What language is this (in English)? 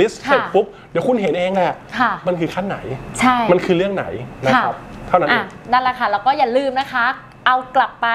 Thai